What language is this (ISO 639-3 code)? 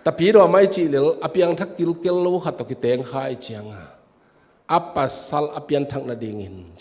ctd